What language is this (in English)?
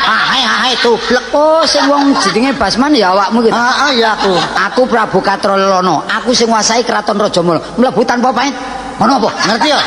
Javanese